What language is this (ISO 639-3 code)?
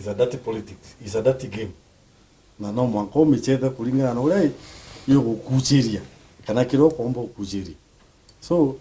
mer